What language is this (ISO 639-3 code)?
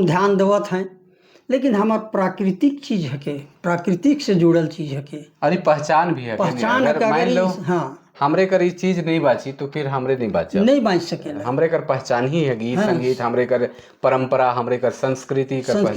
sck